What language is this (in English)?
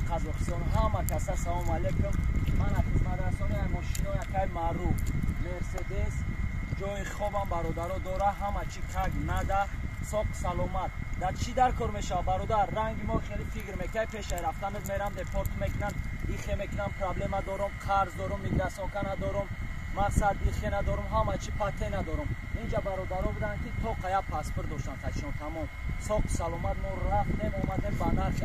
Tajik